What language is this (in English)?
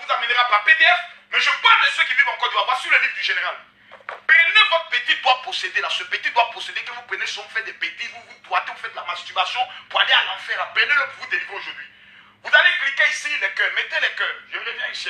French